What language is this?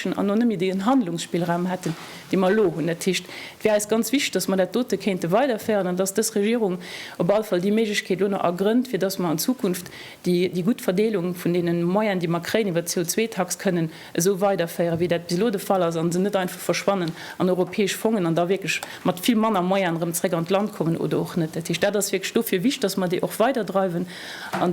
Luxembourgish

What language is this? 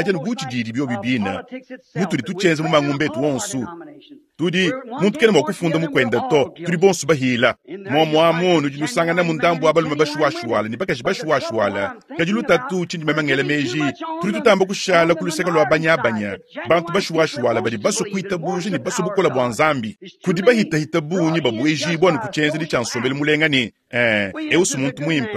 Luba-Lulua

